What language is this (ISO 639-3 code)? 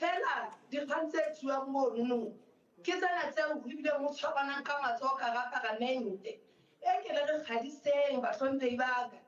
sot